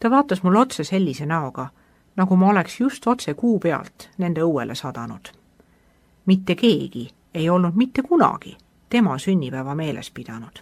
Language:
Estonian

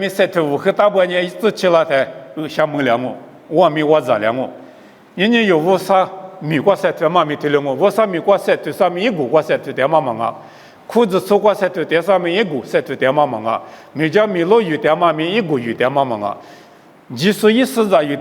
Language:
Lisu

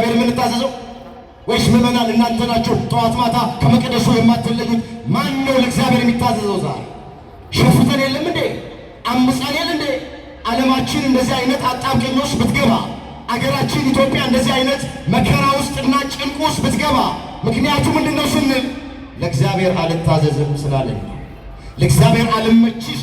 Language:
Amharic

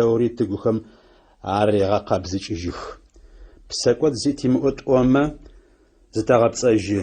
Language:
Adyghe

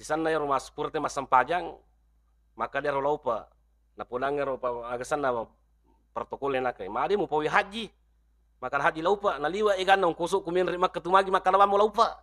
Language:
Buginese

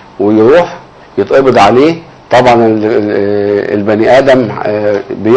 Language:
Egyptian Arabic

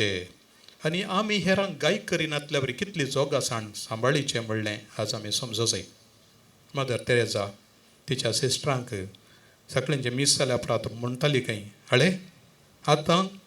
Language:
Konkani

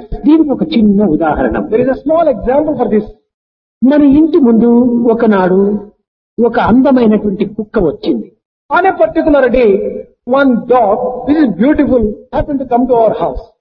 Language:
Telugu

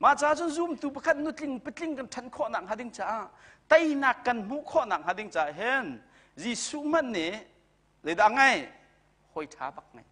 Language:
Hakha Chin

